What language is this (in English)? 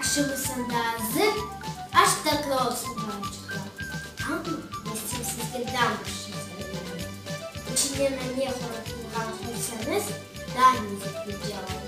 Crimean Tatar